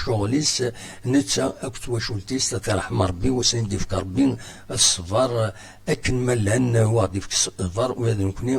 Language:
Kabyle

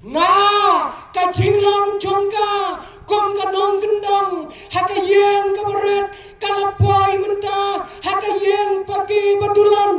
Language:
Khasi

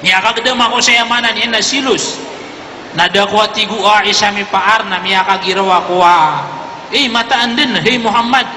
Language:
Maranao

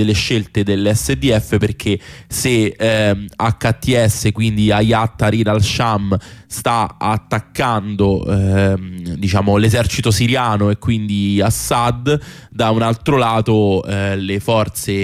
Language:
Italian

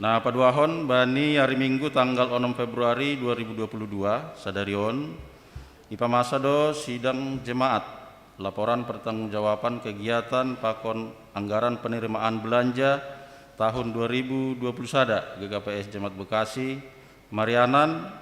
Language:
Batak Simalungun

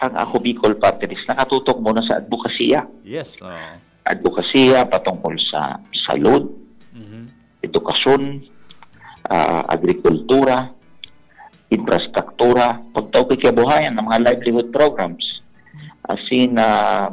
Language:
Bikol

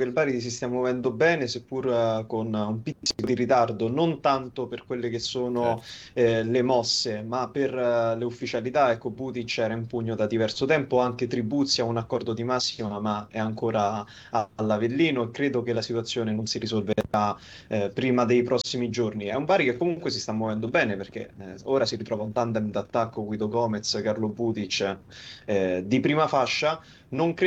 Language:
Italian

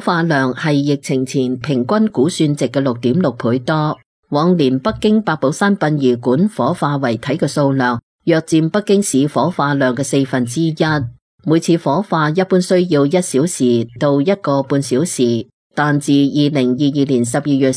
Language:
Cantonese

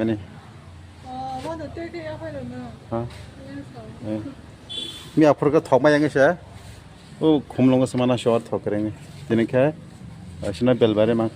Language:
Kok Borok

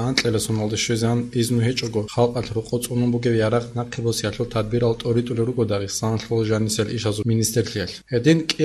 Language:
Avaric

